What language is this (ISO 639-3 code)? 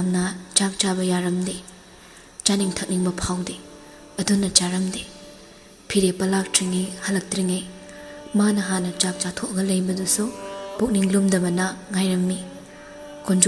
mni